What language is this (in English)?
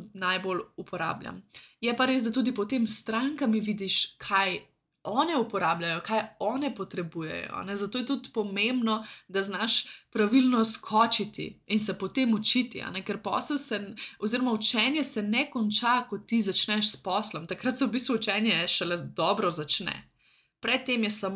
Slovenian